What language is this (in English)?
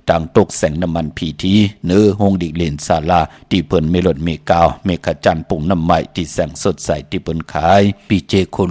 Shan